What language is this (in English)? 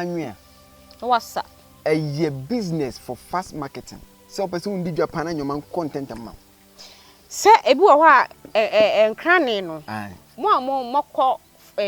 Akan